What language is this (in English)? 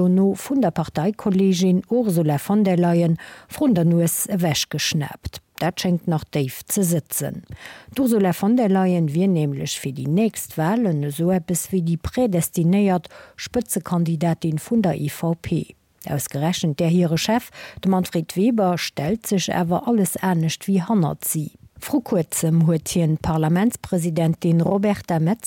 Luxembourgish